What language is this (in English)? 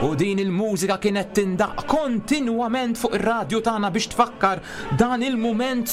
Maltese